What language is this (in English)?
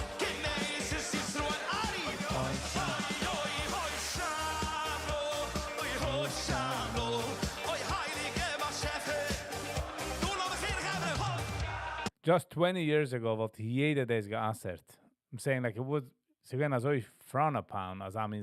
Yiddish